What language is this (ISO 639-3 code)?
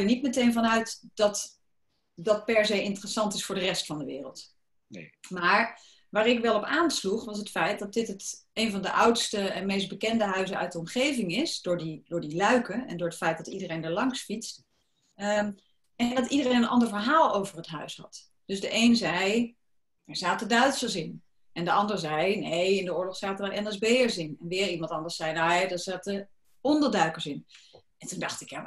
nld